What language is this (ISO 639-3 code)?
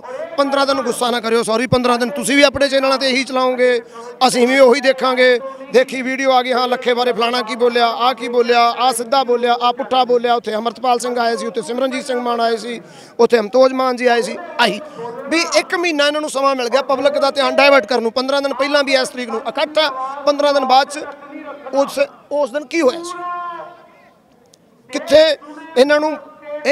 pan